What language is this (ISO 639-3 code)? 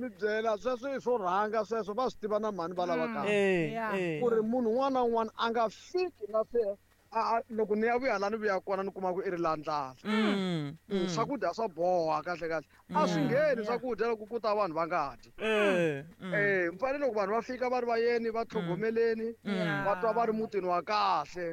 tso